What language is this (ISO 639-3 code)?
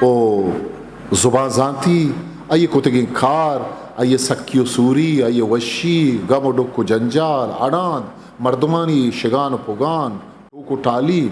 bgp